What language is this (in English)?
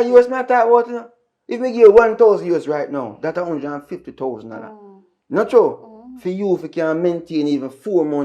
Jamaican Creole English